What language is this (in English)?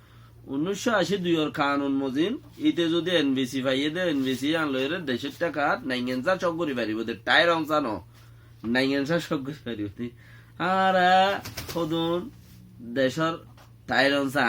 Rohingya